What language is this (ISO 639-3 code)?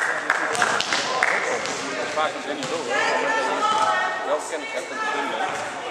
nld